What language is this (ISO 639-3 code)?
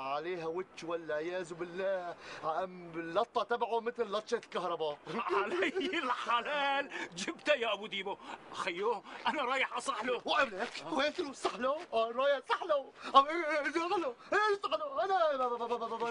apc